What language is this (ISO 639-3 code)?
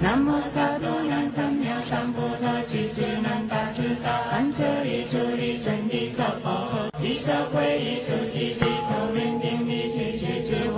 zho